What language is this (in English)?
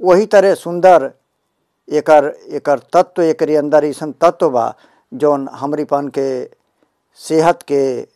Bhojpuri